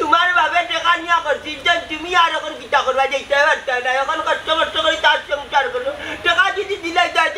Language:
Sylheti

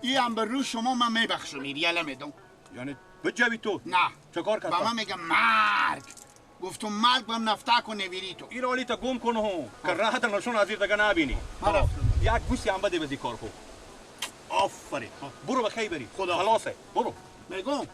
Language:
Persian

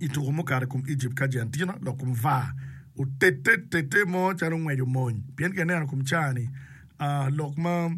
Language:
Acoli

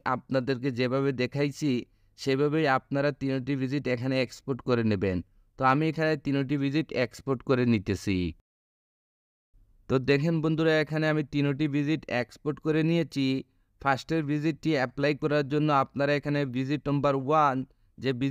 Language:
Bangla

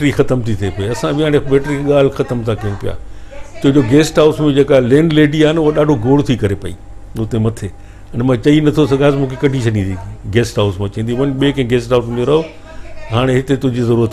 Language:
Sindhi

